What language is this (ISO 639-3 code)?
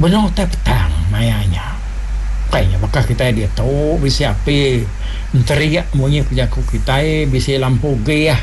iba